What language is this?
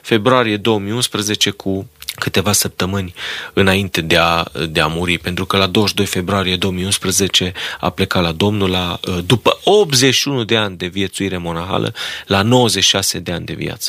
Romanian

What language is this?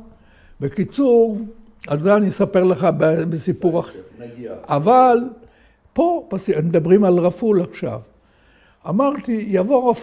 Hebrew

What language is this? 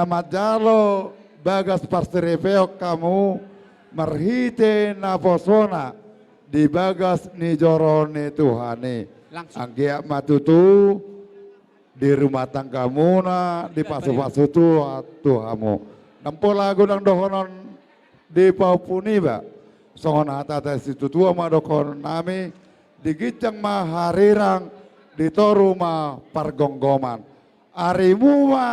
Batak Toba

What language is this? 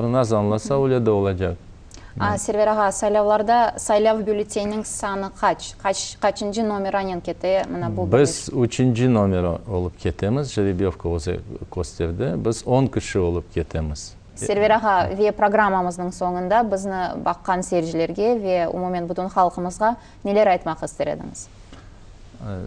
Crimean Tatar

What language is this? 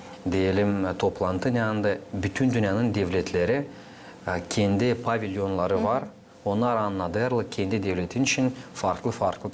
Gagauz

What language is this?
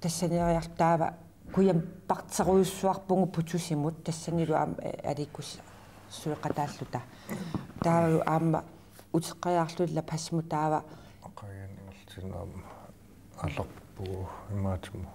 Kalaallisut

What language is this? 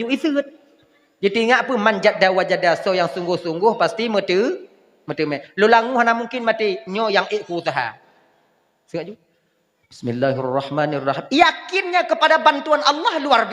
Achinese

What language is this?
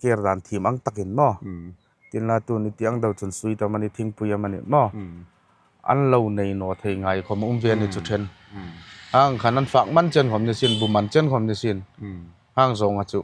Hmar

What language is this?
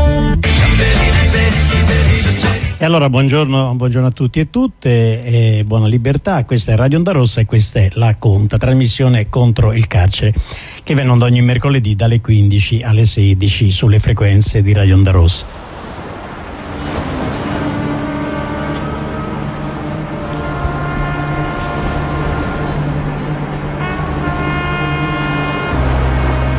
Italian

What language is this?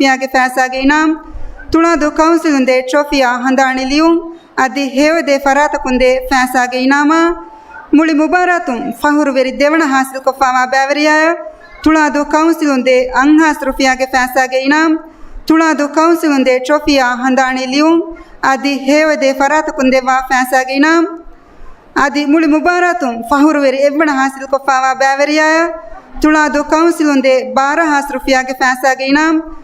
Divehi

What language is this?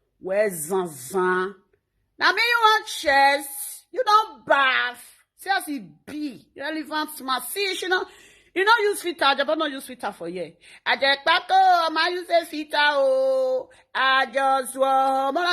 Nigerian Pidgin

